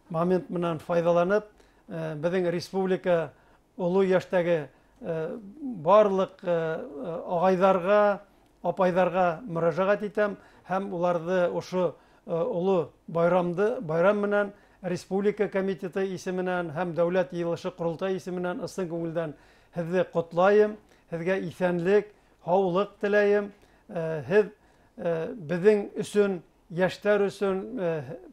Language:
Bashkir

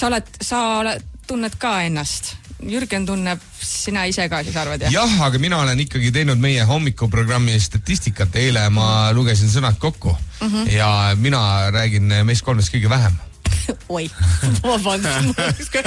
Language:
Estonian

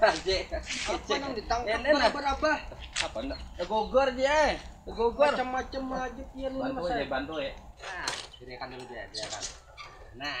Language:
Banjar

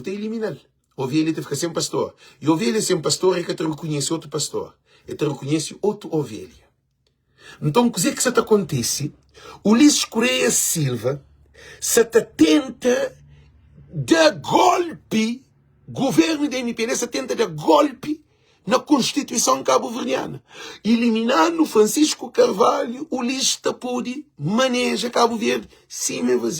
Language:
Kabuverdianu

